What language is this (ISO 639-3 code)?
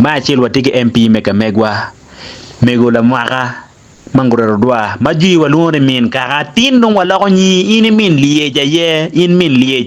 ach